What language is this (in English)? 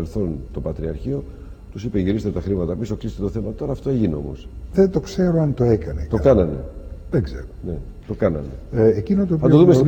Greek